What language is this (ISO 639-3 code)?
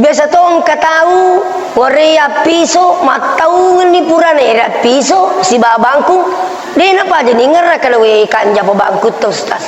bug